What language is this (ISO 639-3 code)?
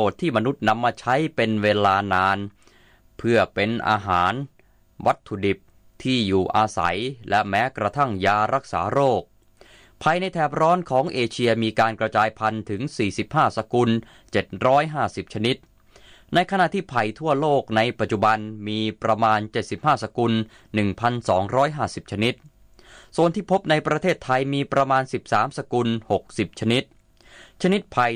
tha